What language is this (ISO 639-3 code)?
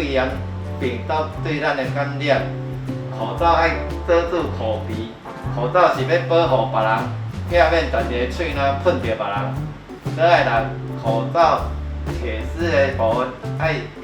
nan